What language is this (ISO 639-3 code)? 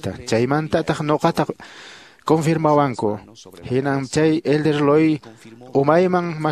que